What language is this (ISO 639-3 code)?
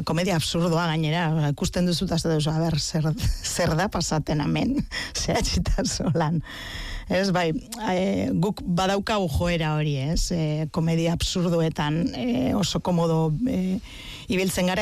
eus